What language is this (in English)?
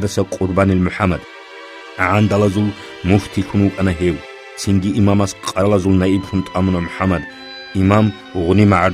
Avaric